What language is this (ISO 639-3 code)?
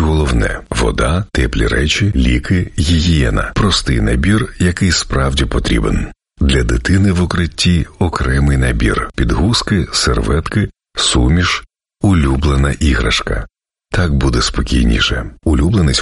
ukr